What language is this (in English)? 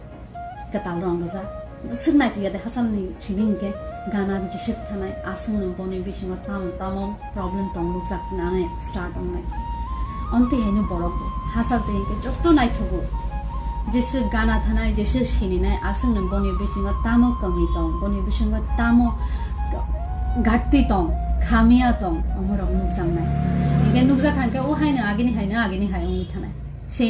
Kok Borok